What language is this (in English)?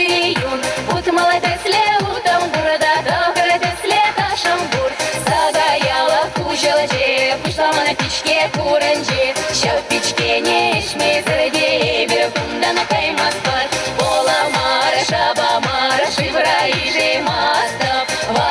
Chuvash